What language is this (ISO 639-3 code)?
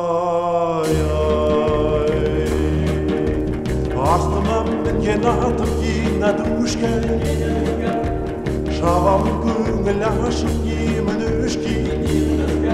kaz